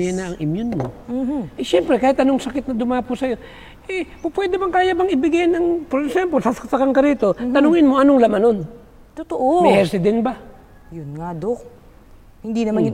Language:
Filipino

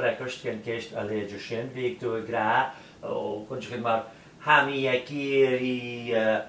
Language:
Scottish Gaelic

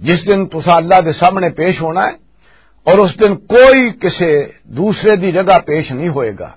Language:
Western Panjabi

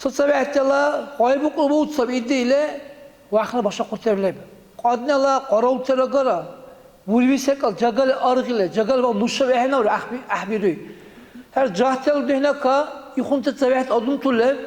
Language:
Dargwa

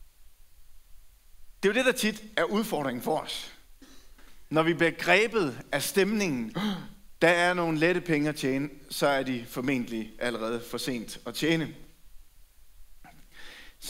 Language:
Danish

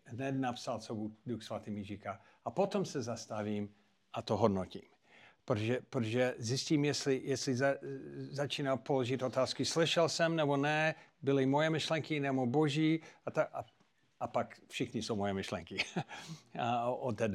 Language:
Czech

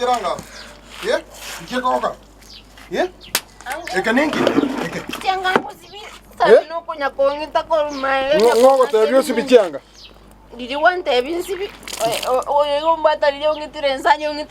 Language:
Gusii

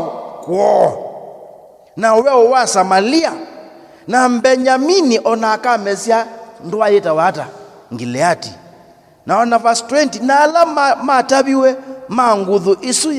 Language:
Kamba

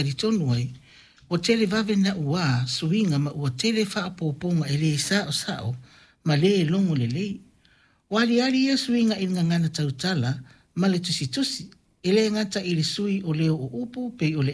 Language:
Samoan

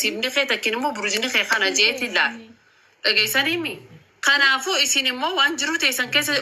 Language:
Oromo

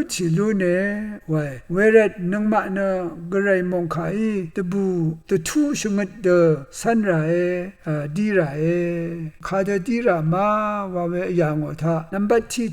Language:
Rawang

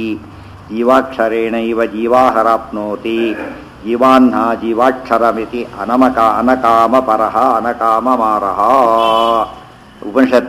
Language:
Kannada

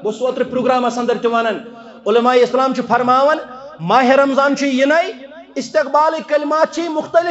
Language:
Kashmiri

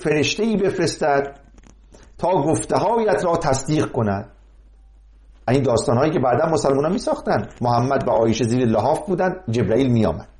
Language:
Persian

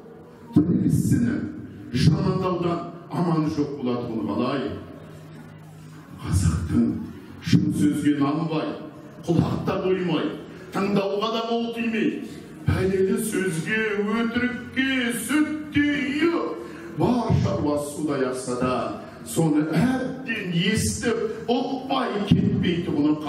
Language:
Kazakh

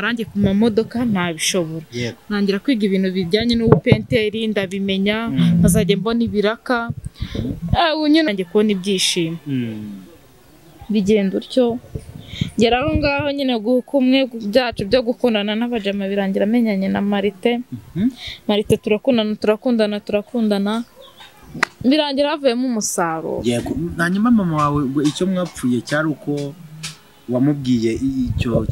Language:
Kinyarwanda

